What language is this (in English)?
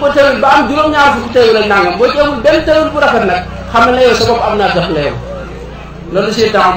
Wolof